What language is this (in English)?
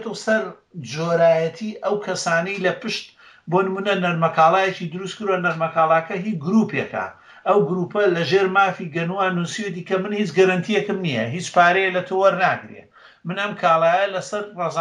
Central Kurdish